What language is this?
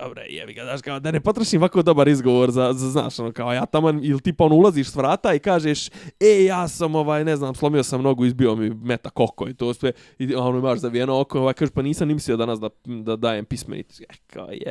Bosnian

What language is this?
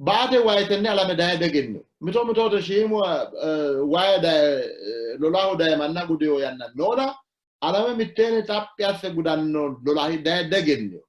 Sidamo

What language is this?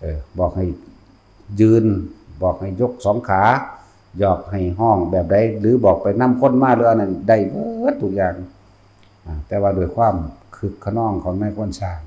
Northeastern Thai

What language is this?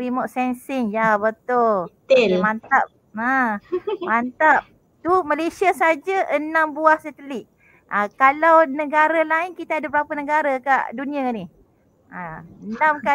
Malay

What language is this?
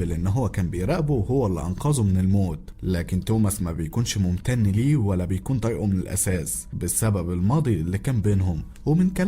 Egyptian Arabic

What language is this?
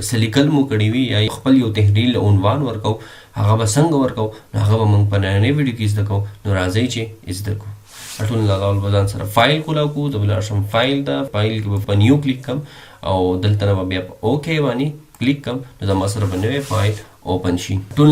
Pashto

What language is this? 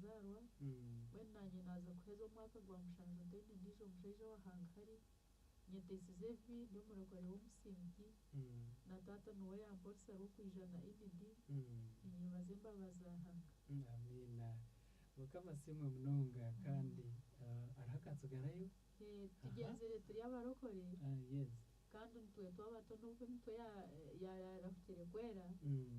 Nyankole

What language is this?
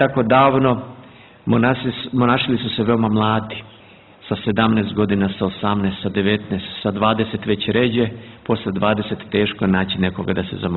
Serbian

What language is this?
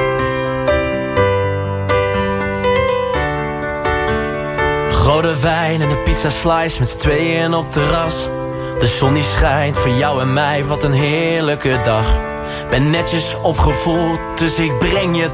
Dutch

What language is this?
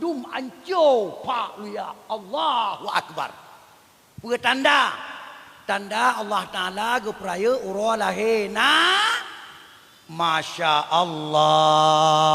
Achinese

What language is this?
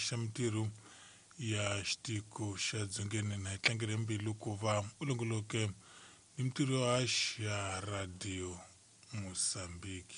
Tsonga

